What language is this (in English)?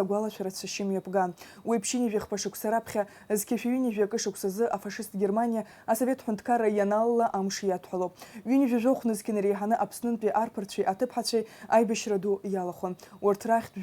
Abkhazian